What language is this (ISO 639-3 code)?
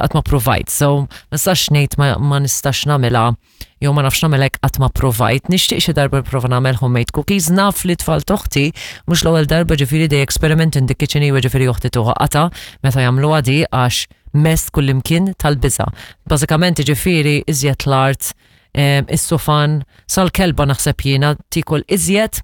mlt